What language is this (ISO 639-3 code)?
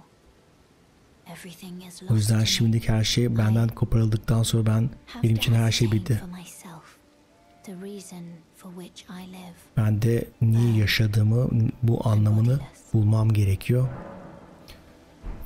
tur